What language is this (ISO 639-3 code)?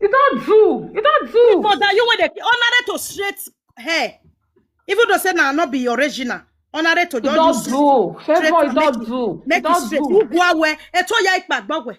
pcm